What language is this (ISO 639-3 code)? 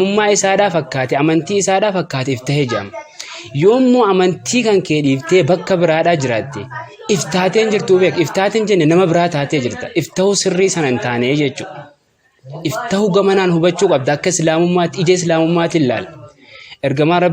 orm